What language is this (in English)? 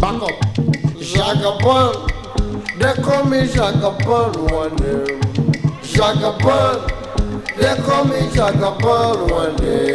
Nigerian Pidgin